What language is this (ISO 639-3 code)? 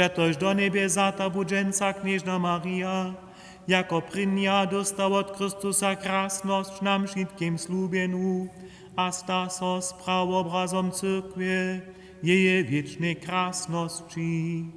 hsb